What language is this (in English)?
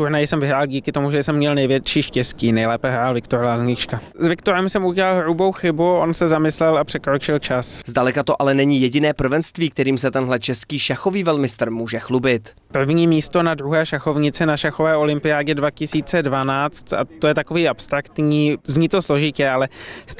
Czech